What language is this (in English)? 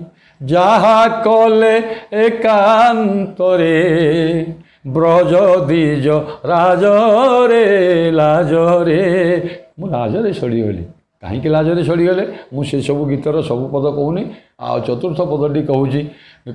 Odia